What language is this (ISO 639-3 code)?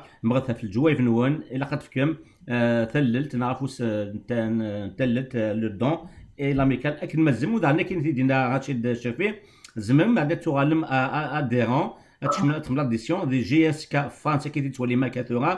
kab